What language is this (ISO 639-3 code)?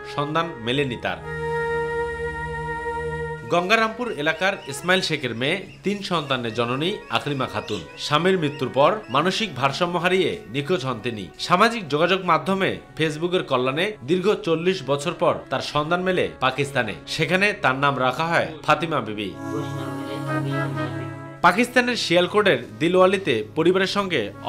ben